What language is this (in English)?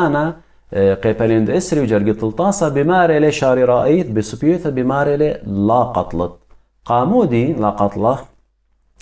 Assyrian Neo-Aramaic